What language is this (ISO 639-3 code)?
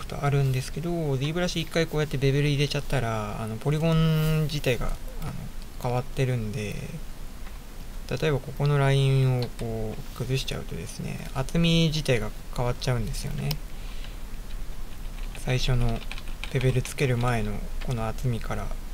jpn